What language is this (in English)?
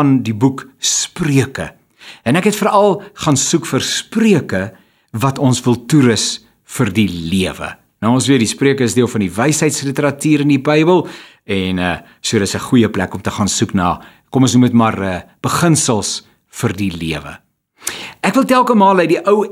Afrikaans